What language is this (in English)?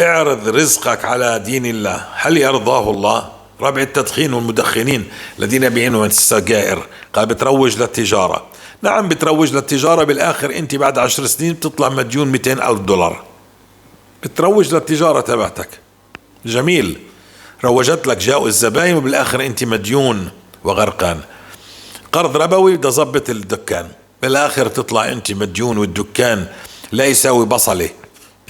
North Levantine Arabic